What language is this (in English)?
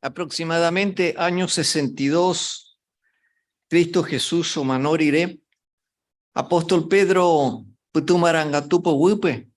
Guarani